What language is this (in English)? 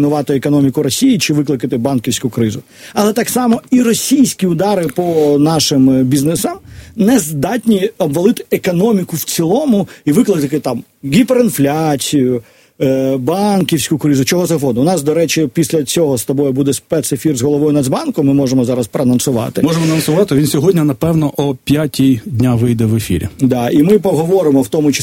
Ukrainian